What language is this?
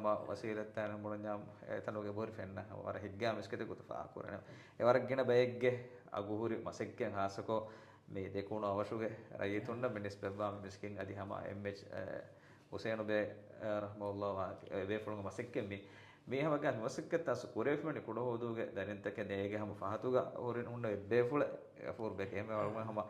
Divehi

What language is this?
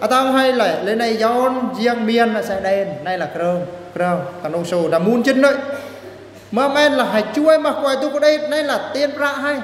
Eastern Bru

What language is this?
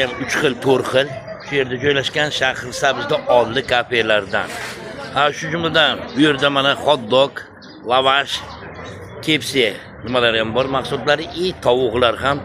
Uzbek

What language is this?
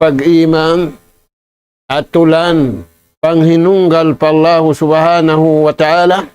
Tausug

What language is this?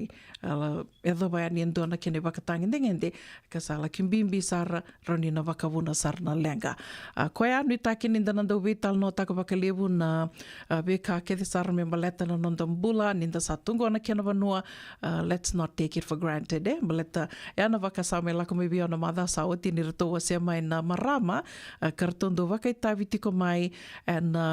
Fijian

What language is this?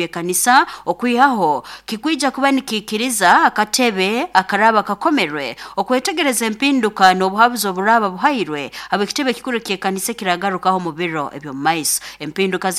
Nyoro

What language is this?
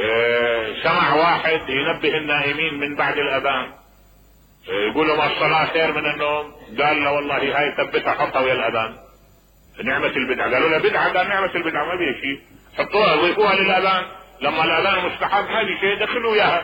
Mesopotamian Arabic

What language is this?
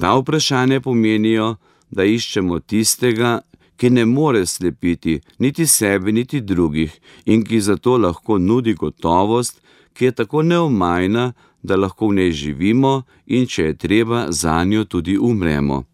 Slovenian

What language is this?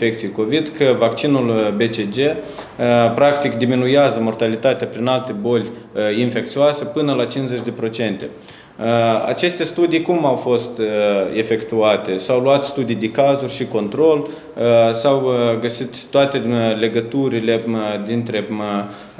Romanian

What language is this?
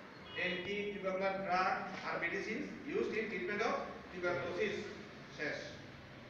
Bangla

